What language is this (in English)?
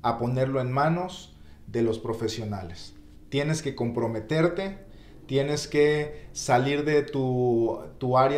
Spanish